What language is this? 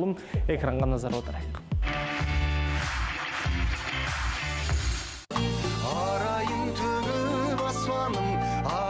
Kazakh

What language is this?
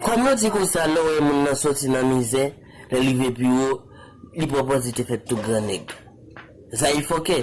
Haitian Creole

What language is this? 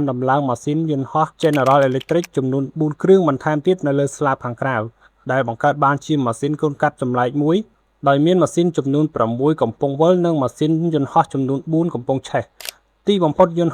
Khmer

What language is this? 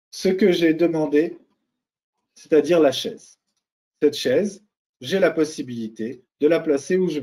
French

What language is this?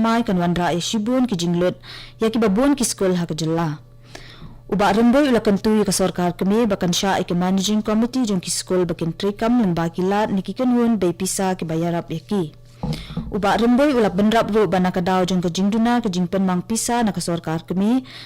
Khasi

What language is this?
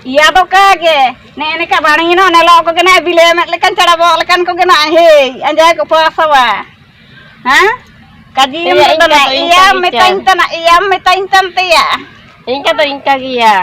Ho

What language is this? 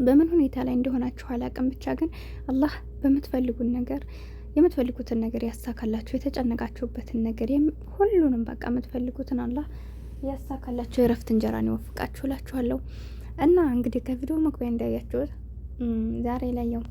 Amharic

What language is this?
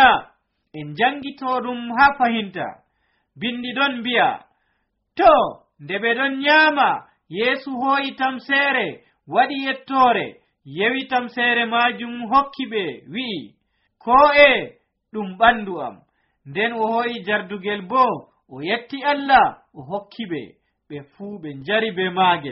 Nigerian Fulfulde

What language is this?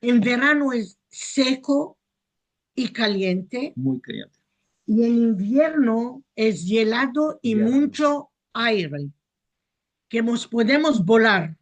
Ladino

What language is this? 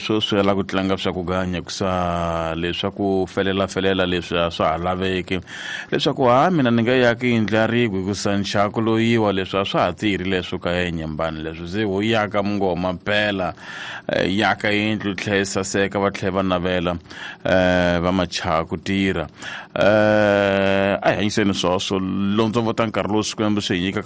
Tsonga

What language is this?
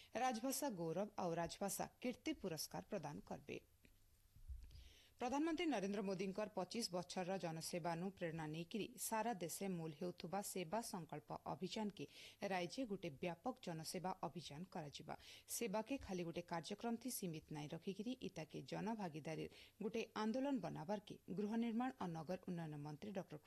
Odia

